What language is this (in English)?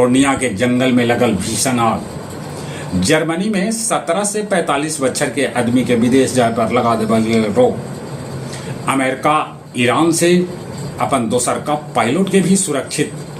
Magahi